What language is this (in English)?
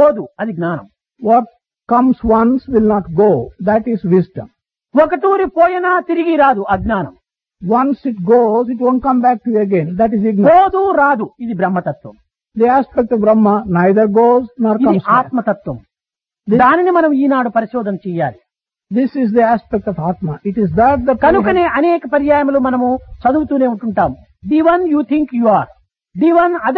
Telugu